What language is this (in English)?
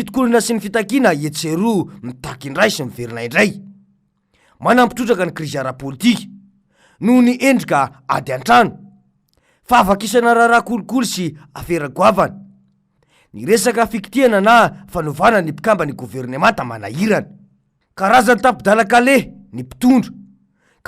Malagasy